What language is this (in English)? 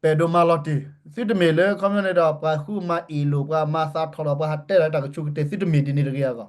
S'gaw Karen